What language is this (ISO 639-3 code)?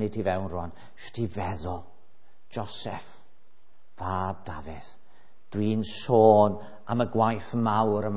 cym